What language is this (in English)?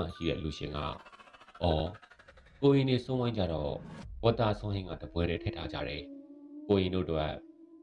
Burmese